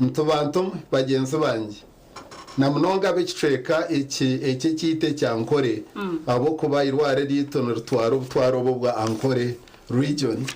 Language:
Nyankole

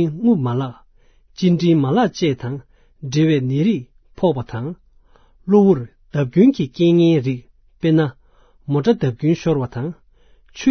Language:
Tibetan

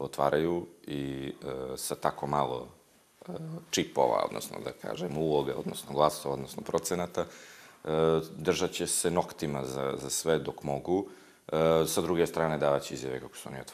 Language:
Bosnian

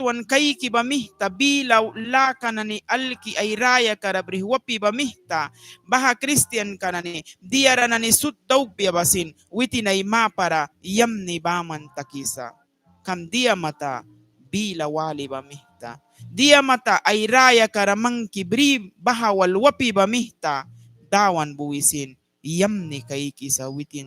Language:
Mískito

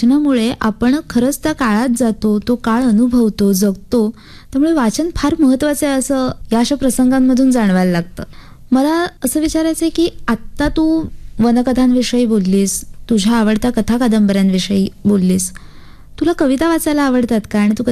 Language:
Marathi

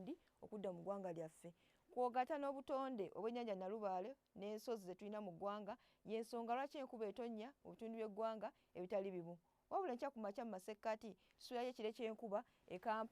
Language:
Ganda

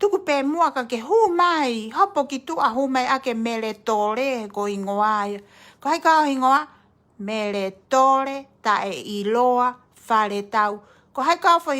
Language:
Tongan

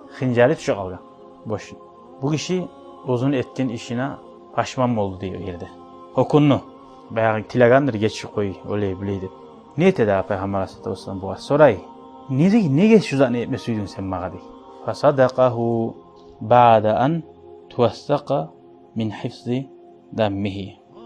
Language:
Kumyk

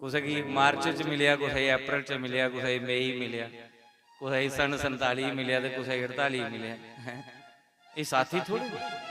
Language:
Dogri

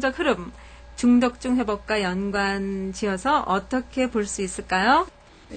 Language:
Korean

